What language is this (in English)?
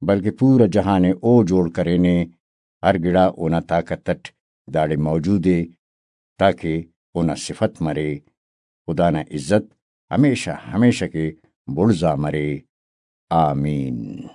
Brahui